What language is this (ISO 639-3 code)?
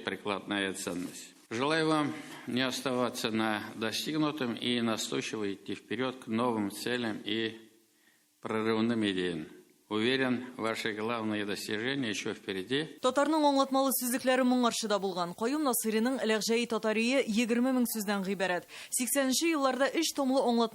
tat